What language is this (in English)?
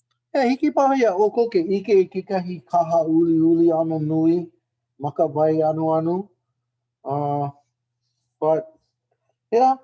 Hawaiian